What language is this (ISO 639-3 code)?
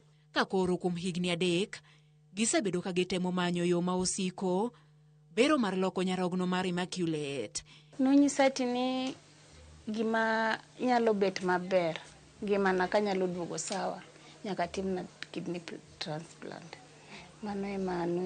luo